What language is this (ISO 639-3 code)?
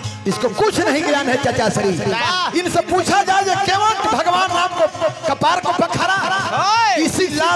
bho